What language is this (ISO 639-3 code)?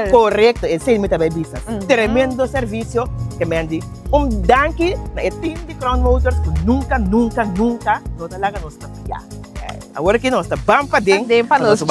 pap